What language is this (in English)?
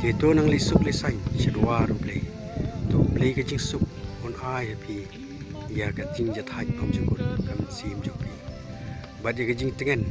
Khasi